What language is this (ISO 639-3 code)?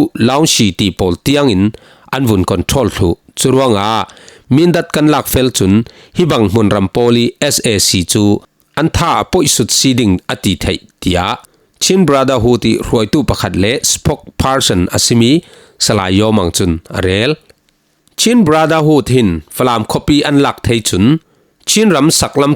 cfm